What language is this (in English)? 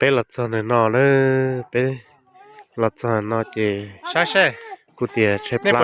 Hmong